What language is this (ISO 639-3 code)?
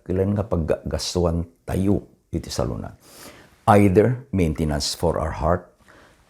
ilo